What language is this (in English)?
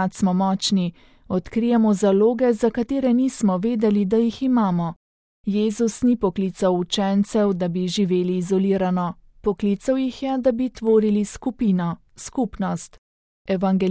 Slovenian